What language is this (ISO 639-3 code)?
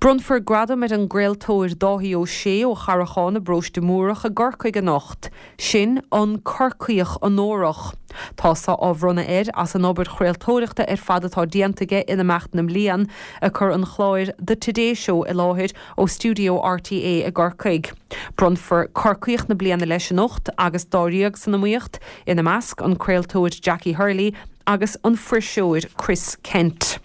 gle